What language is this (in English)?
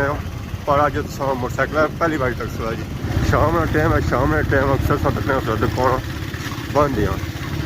Pahari-Potwari